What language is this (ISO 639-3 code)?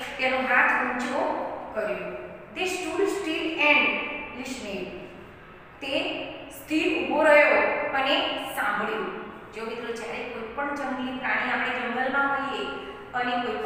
guj